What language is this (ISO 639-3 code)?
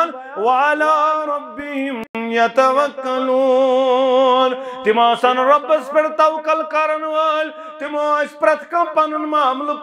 kas